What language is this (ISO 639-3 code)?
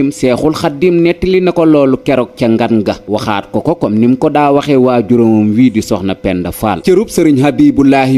wol